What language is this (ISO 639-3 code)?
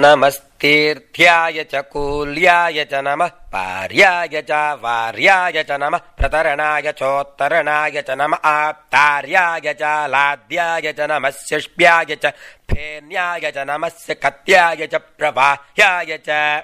san